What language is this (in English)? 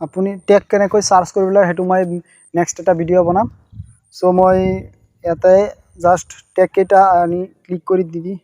Assamese